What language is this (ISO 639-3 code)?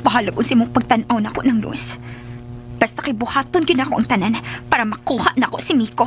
ceb